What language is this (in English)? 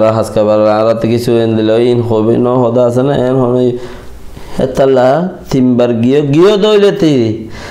Rohingya